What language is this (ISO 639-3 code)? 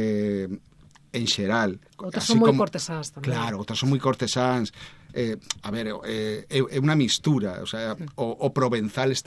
glg